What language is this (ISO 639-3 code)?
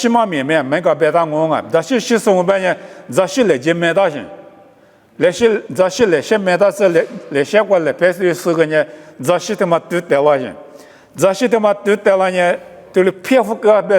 lis